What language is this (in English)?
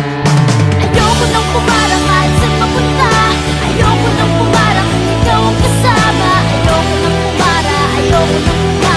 Filipino